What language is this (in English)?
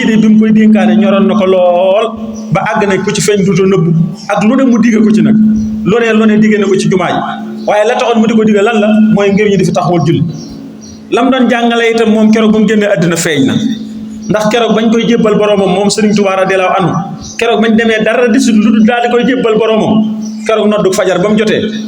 Wolof